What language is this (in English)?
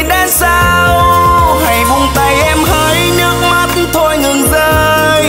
Vietnamese